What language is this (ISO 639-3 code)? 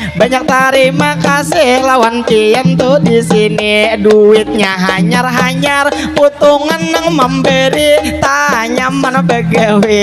bjn